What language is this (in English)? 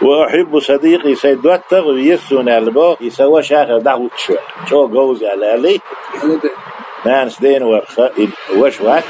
Chechen